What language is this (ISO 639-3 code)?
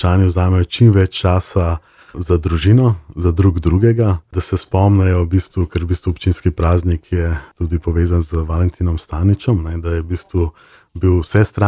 slv